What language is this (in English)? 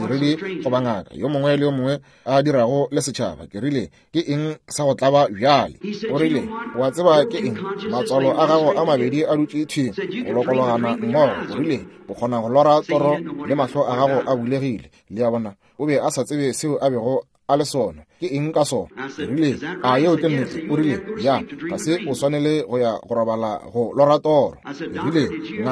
Northern Sotho